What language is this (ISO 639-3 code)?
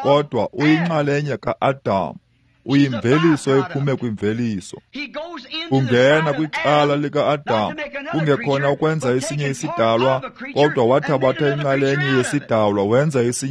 xho